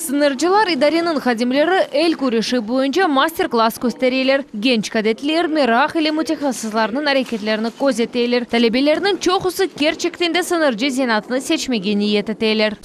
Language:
Crimean Tatar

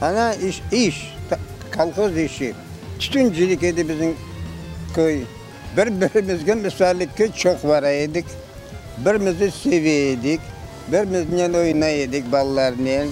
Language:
Crimean Tatar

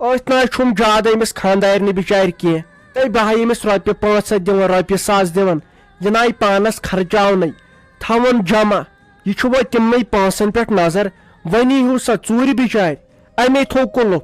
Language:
Kashmiri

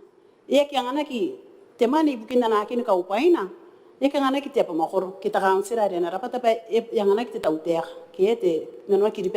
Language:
Gilbertese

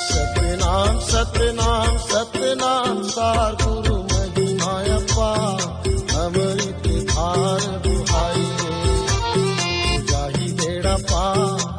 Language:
Chhattisgarhi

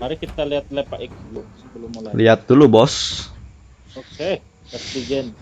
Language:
Banjar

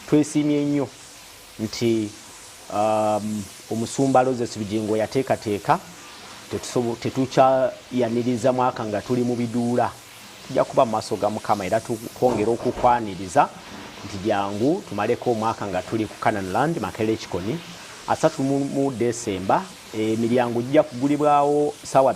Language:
Ganda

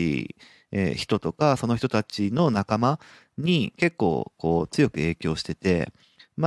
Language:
Japanese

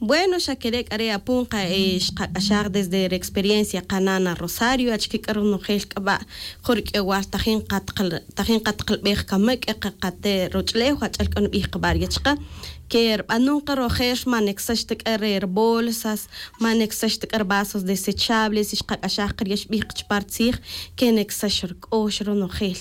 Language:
Tz'utujil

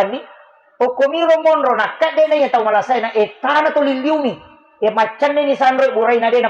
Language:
Buginese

